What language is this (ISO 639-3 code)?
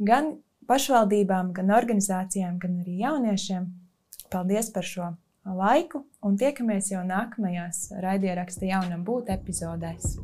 lav